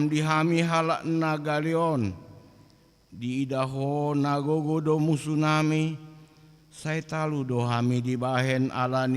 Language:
Batak Toba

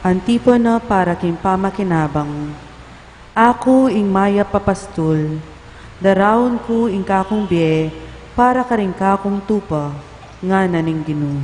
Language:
Pampanga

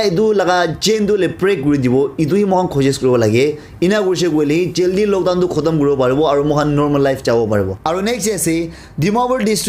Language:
Naga Pidgin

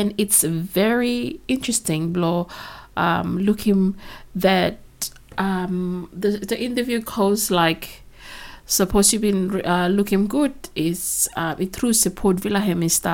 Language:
Bislama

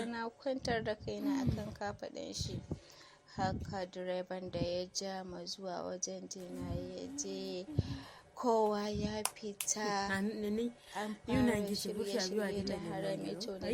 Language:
Hausa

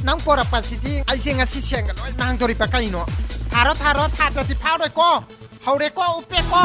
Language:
Manipuri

